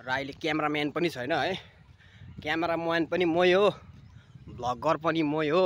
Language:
Nepali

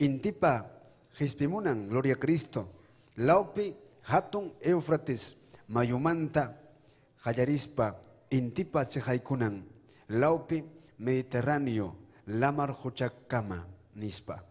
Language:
Ayacucho Quechua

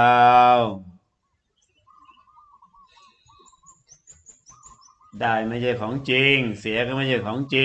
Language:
Thai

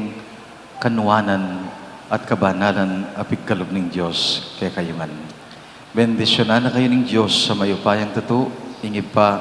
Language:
Pampanga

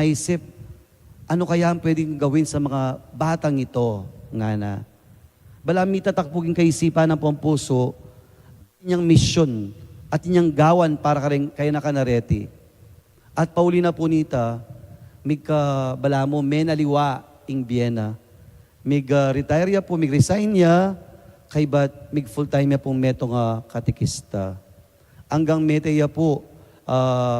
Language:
Pampanga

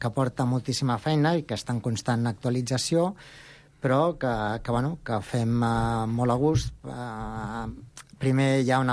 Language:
Catalan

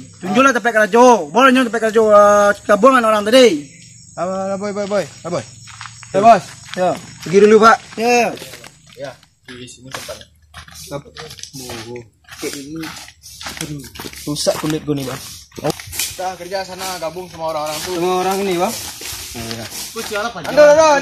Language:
Minangkabau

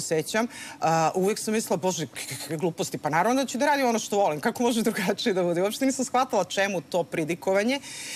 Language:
Serbian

